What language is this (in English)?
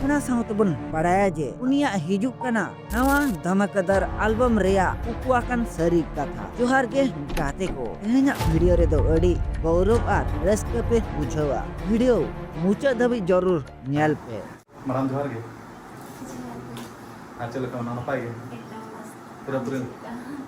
Santali